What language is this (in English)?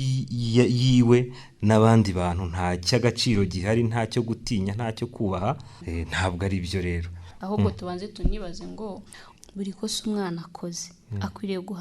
Kinyarwanda